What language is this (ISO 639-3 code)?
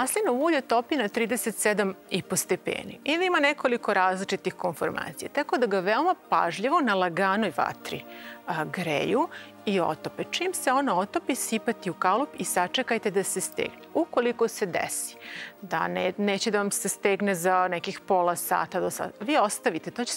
srp